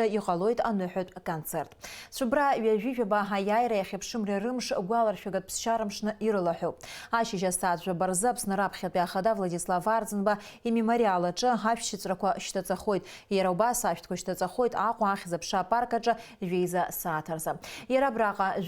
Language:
Abkhazian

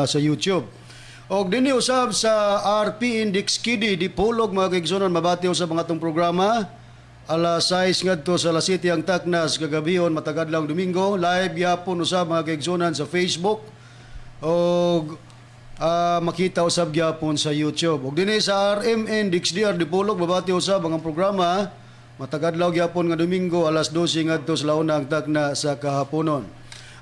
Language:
Cebuano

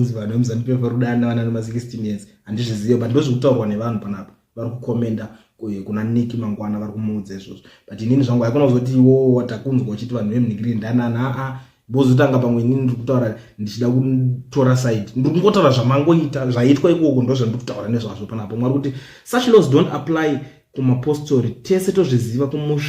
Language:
Shona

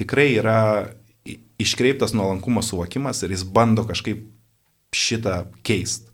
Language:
Lithuanian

